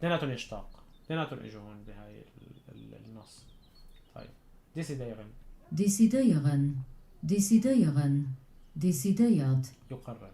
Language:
North Levantine Arabic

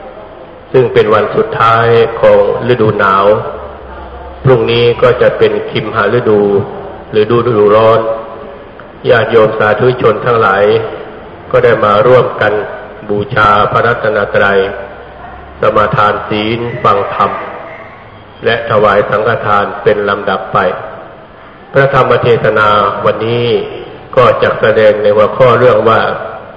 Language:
Thai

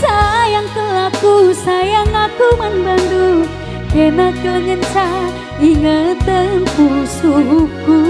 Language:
Batak Karo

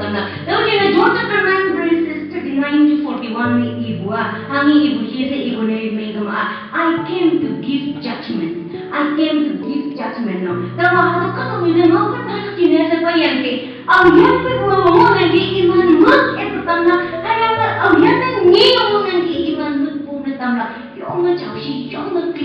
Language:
Konyak Naga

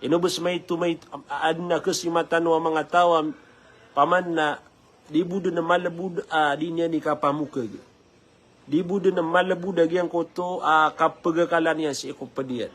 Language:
Maranao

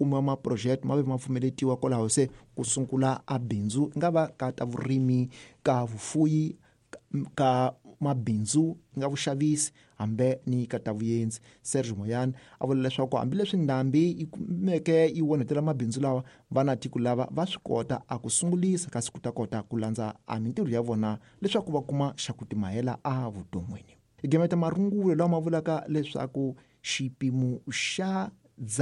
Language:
Tsonga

